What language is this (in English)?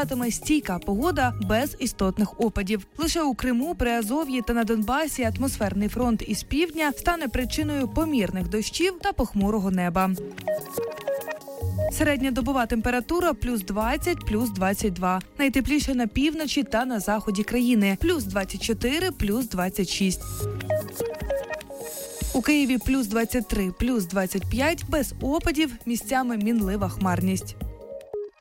Ukrainian